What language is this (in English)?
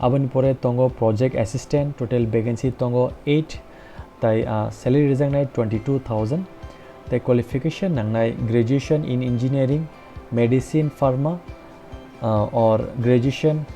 Kok Borok